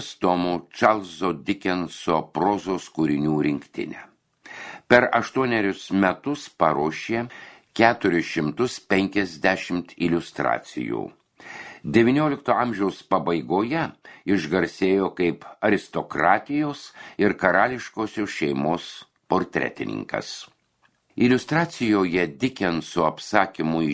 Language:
Lithuanian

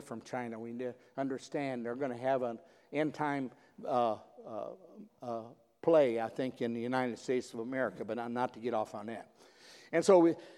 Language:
English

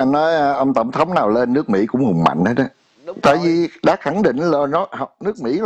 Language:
Vietnamese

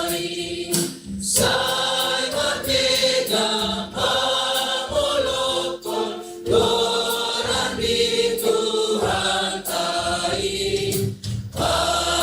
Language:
Batak Simalungun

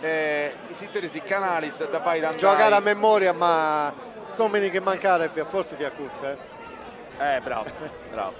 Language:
Sardinian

